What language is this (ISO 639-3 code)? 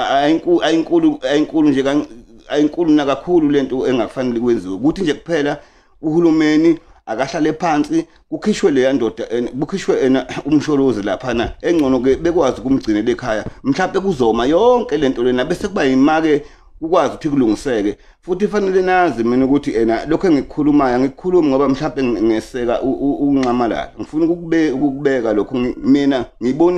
zul